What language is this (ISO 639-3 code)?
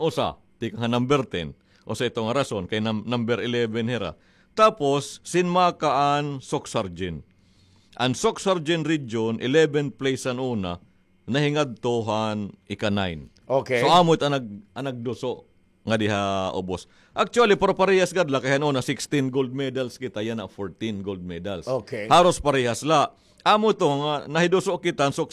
war